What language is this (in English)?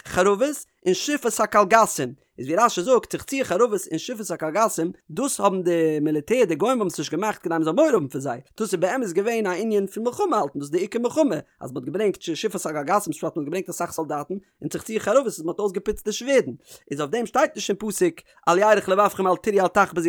Yiddish